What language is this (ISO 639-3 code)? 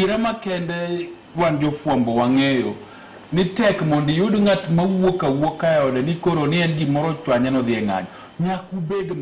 luo